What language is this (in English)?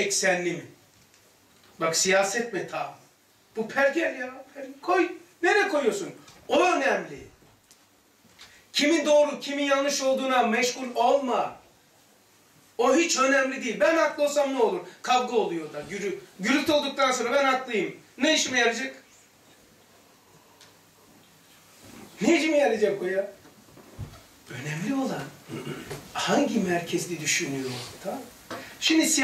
Turkish